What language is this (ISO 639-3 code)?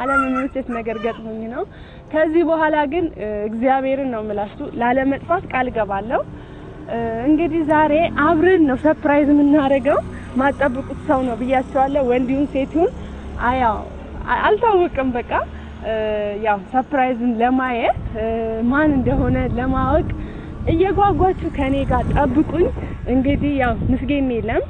amh